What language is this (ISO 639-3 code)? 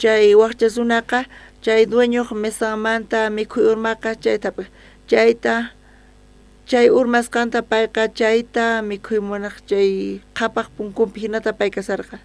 quh